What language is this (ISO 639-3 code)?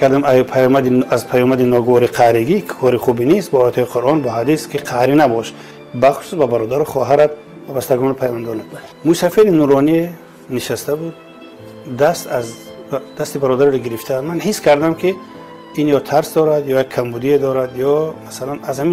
tgk